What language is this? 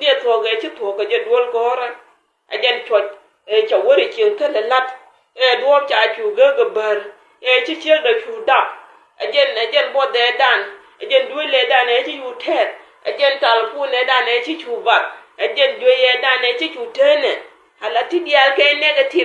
Nuer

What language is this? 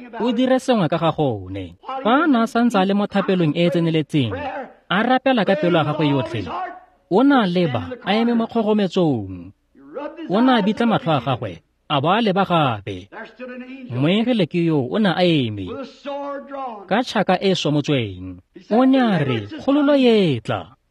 Tswana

